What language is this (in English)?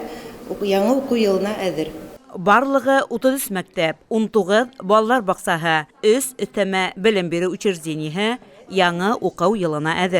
Bashkir